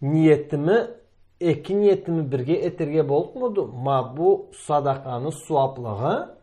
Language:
Karachay-Balkar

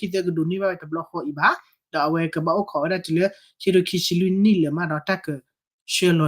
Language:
S'gaw Karen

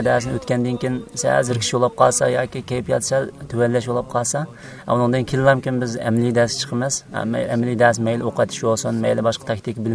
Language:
Uyghur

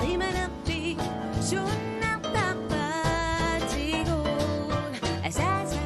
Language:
Kalaallisut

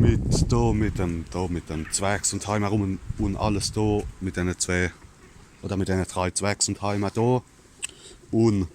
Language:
Palatine German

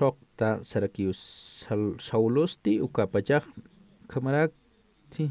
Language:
Aymara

